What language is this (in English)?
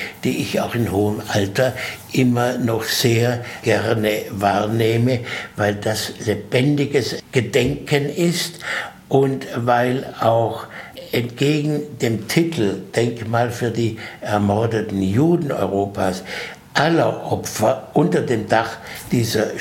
German